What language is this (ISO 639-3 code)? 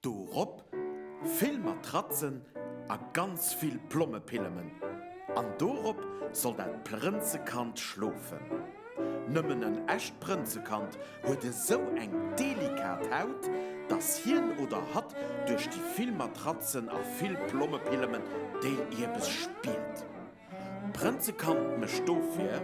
ltz